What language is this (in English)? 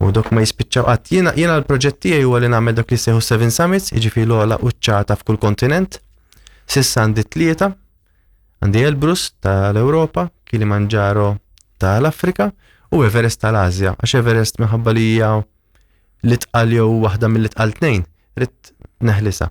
Maltese